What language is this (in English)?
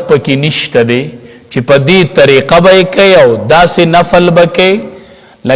Pashto